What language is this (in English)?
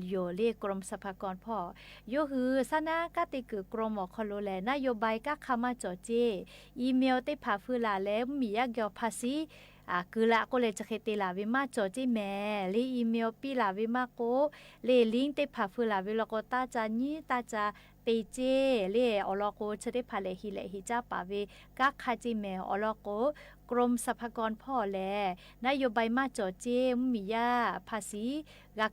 Lahu